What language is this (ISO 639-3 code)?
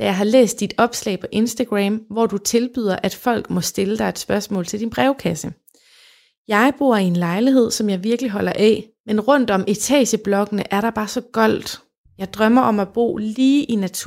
dan